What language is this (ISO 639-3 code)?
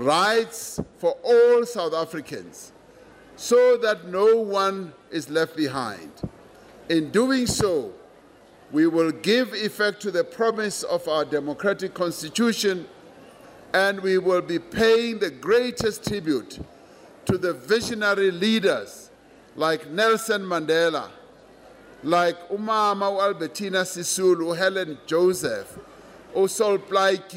eng